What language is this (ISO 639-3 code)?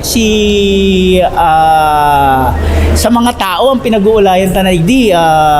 bik